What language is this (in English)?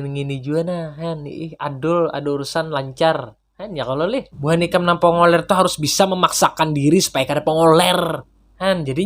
Banjar